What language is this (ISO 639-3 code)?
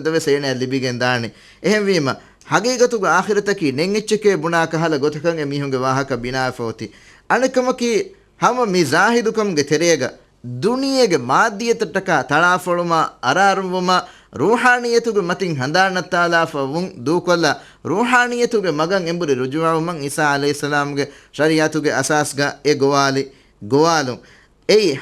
div